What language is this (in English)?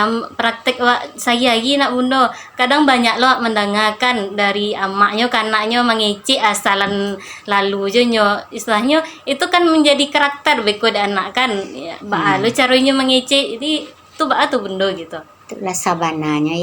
Minangkabau